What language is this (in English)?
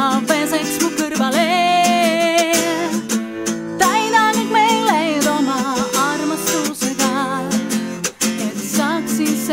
Estonian